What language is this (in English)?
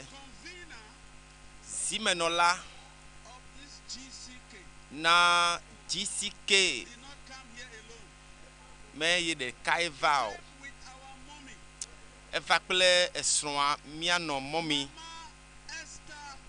Ewe